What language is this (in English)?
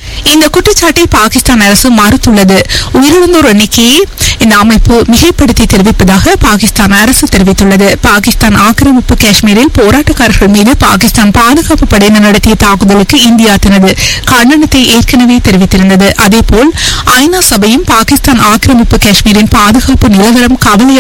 Tamil